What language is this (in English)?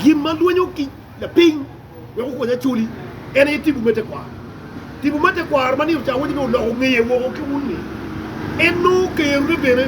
Acoli